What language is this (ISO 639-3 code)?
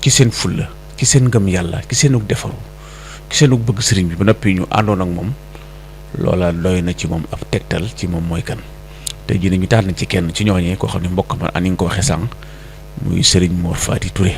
wol